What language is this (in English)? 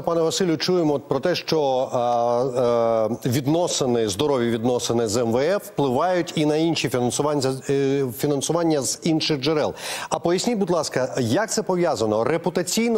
Ukrainian